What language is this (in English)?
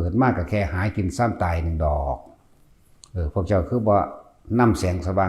Northeastern Thai